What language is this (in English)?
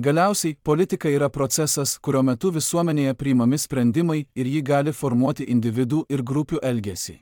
Lithuanian